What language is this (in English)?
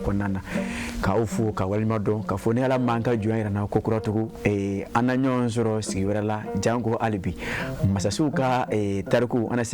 Bambara